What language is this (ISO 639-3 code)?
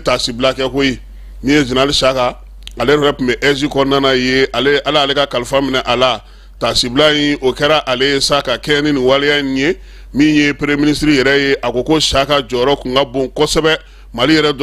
bam